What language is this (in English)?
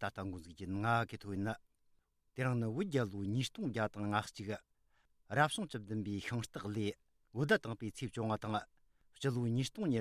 Tibetan